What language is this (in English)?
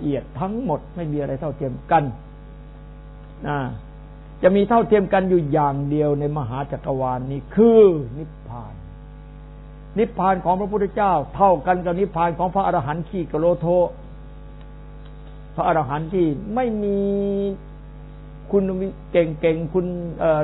Thai